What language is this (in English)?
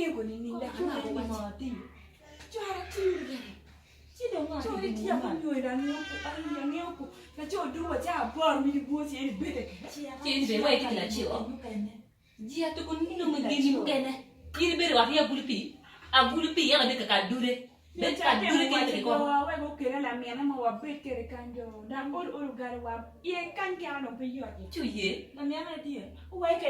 Acoli